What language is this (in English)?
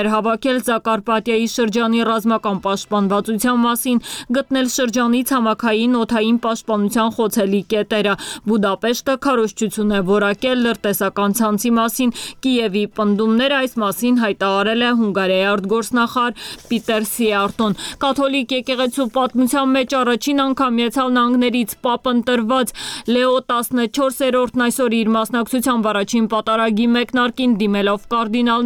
Armenian